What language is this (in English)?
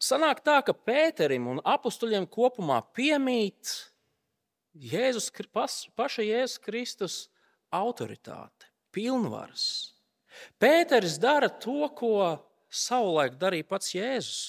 Latvian